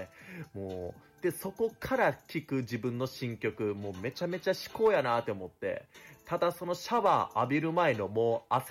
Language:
Japanese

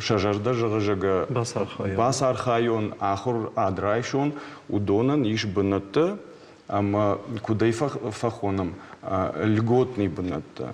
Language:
Ossetic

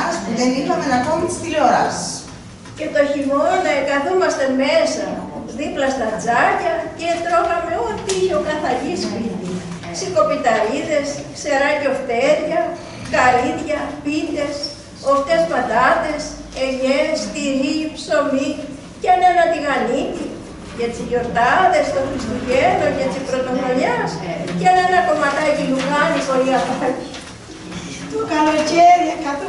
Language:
Greek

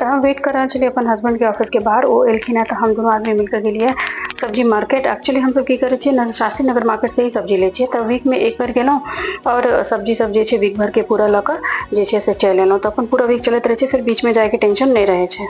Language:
Maithili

